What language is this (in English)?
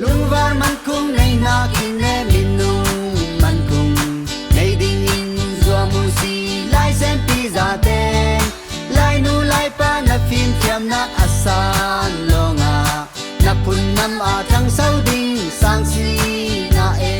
Falam Chin